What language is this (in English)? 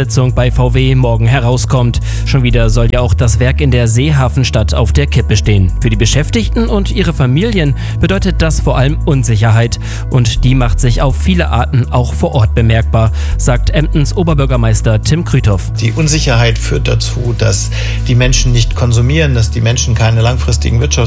German